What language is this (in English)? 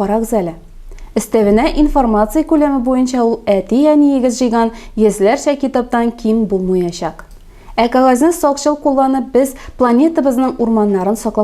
Tatar